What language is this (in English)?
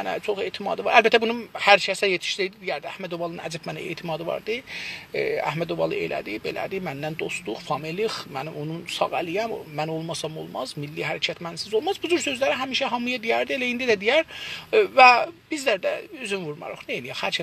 South Azerbaijani